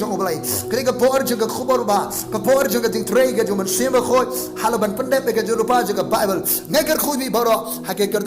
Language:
Khasi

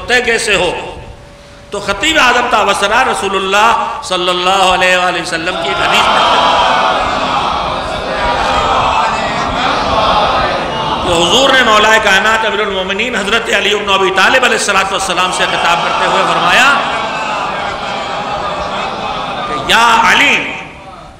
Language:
Urdu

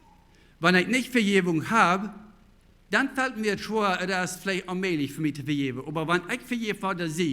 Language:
Plautdietsch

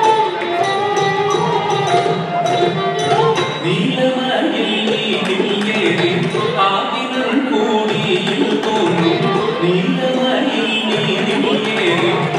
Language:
Tamil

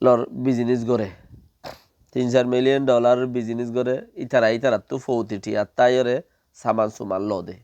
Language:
Rohingya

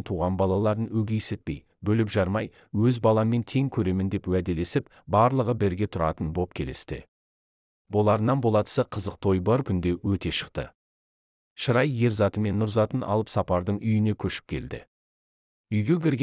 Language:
Kazakh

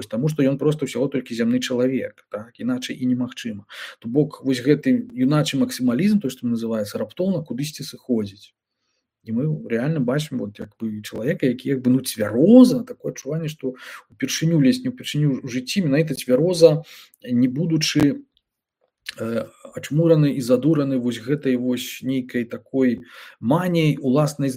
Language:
Belarusian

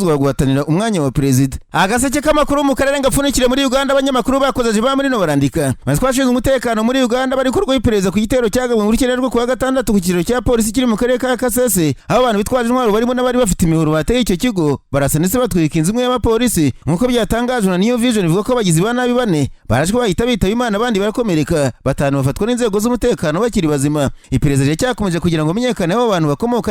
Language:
Kinyarwanda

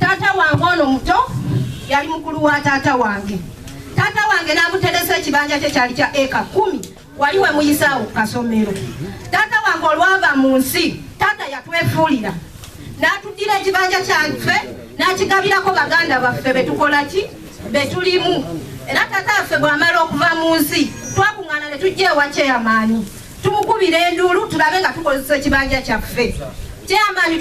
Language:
Ganda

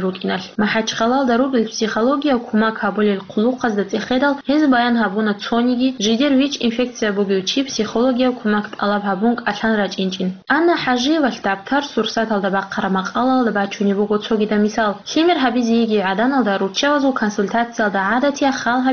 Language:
Avaric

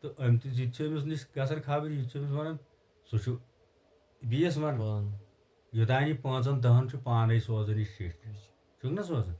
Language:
Kashmiri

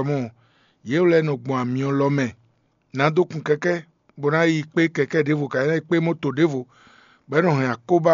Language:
Fon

